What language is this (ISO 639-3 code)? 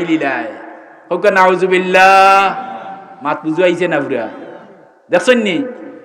syl